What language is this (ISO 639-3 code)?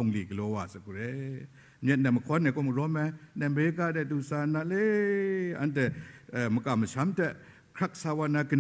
kac